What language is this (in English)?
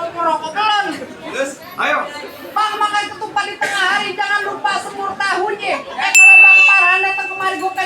Betawi